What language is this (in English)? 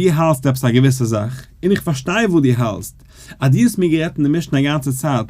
Yiddish